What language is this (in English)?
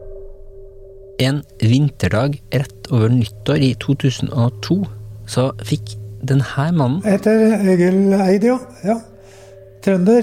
Norwegian